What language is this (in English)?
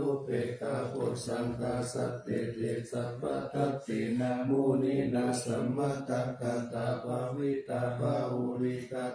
Pali